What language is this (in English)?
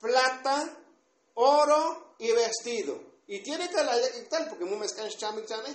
Tzotzil